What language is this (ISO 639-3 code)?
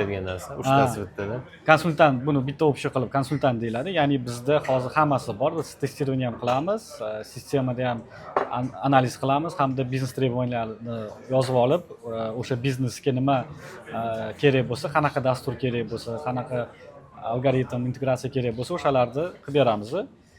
uzb